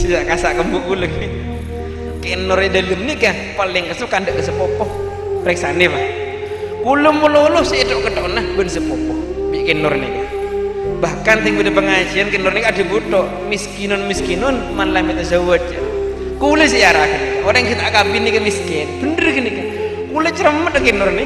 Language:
Madurese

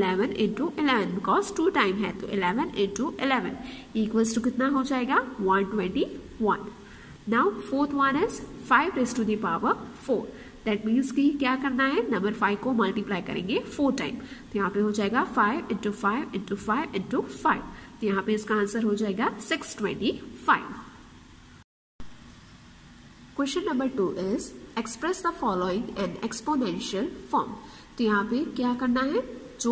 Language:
Hindi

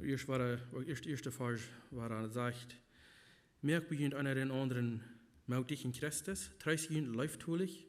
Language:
Plautdietsch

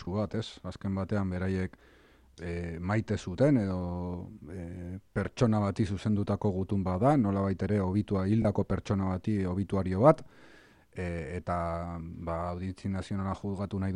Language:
Basque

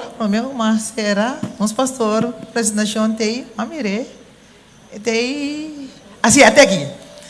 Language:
Papiamento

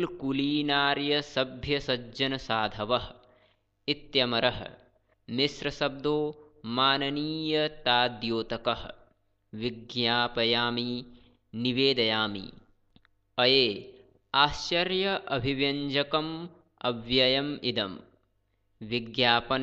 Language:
Sanskrit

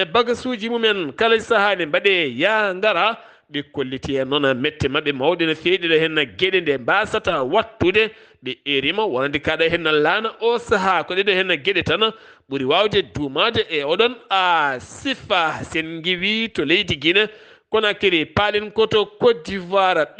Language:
Fula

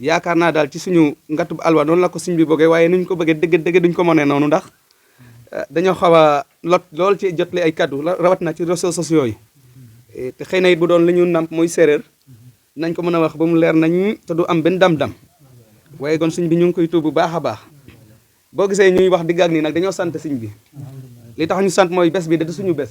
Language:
Wolof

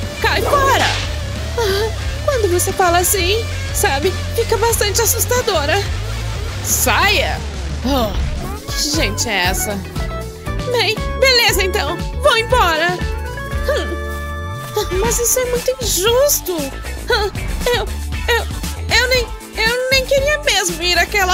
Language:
Portuguese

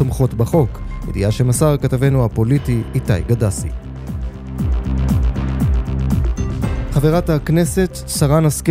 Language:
Hebrew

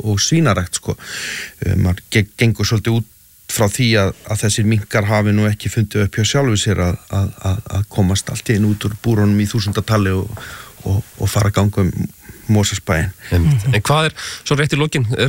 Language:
Icelandic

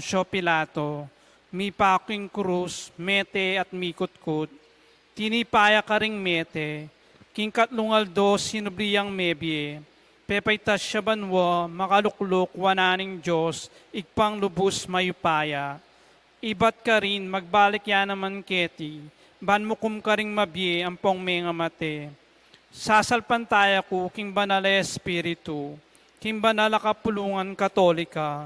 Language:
Pampanga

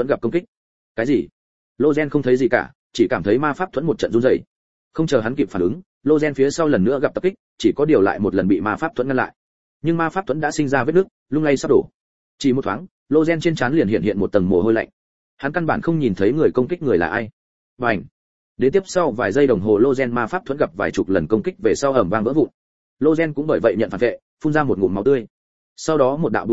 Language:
Vietnamese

